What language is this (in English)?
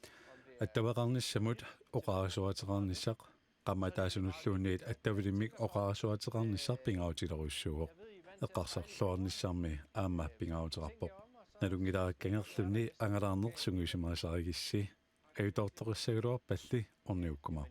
Kalaallisut